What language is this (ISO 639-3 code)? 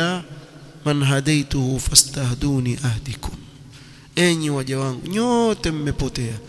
swa